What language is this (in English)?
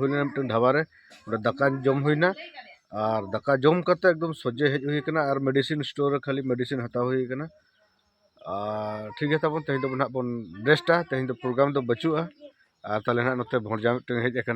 Santali